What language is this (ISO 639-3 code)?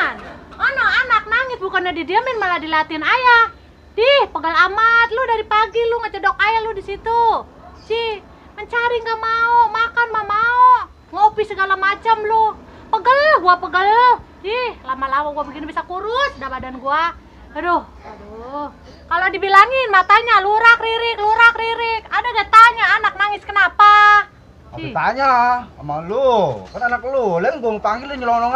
bew